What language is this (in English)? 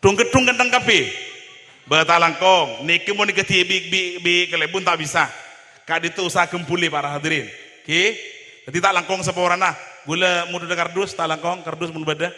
Madurese